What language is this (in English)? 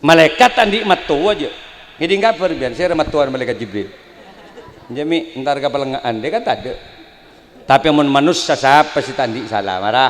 Madurese